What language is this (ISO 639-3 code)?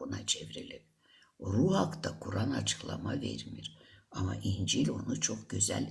aze